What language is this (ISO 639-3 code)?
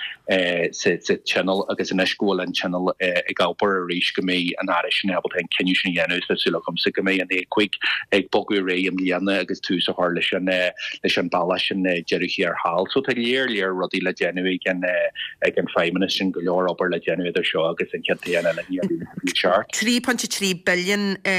gle